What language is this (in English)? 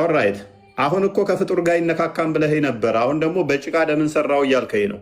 Amharic